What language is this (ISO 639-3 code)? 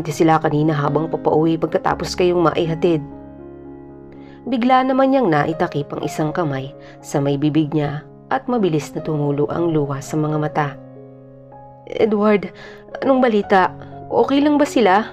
fil